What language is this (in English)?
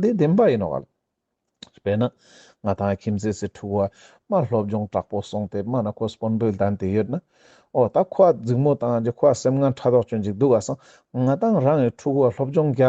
Ladakhi